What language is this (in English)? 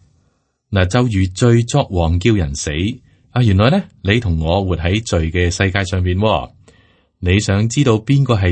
Cantonese